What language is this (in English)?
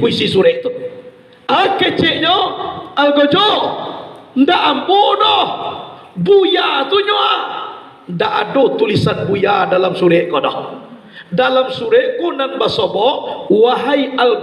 Minangkabau